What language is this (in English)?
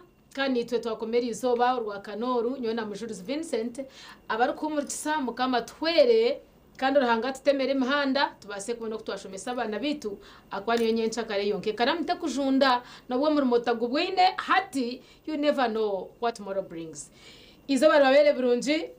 Nyankole